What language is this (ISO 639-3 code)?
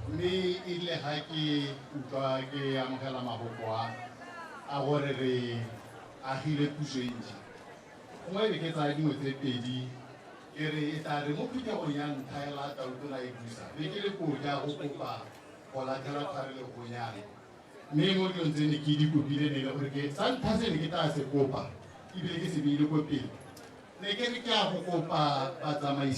tsn